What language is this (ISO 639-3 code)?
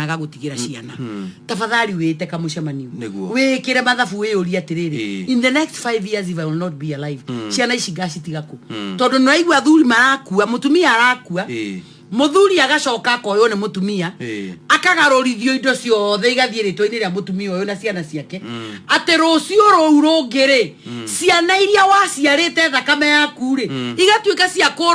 kik